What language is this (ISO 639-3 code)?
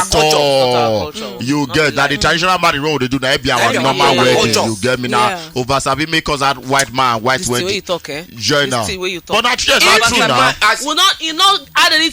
pcm